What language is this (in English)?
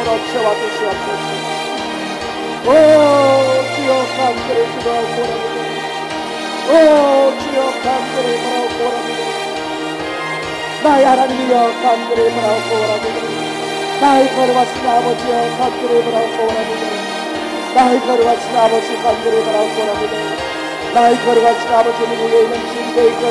Korean